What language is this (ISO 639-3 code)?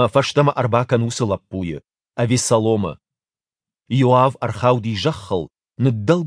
oss